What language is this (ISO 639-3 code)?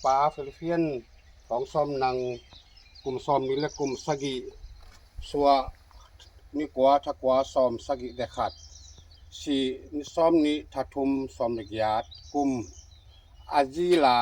ctd